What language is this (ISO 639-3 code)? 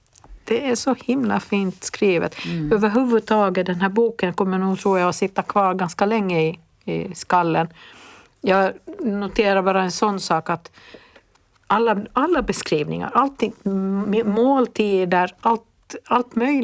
swe